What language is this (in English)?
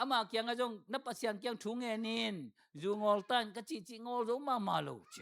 Tedim Chin